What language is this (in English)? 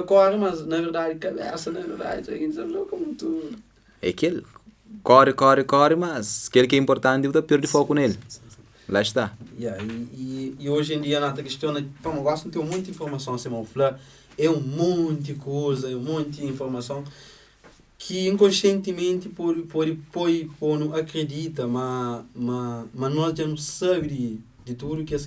Kabuverdianu